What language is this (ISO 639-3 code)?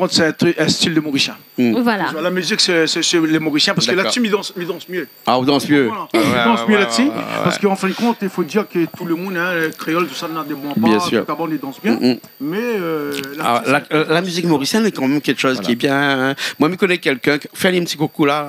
rcf